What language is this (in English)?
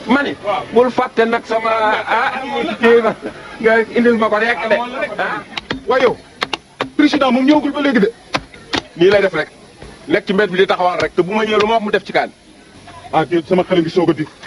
Wolof